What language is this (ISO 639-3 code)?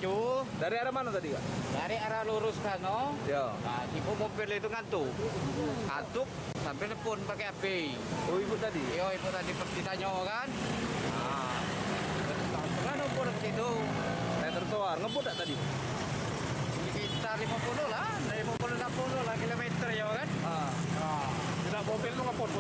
mui